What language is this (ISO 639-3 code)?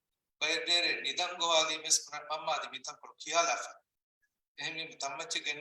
div